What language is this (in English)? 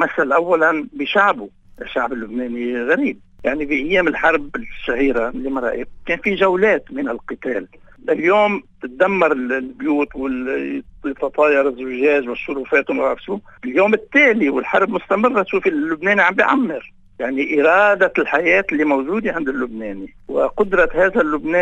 North Levantine Arabic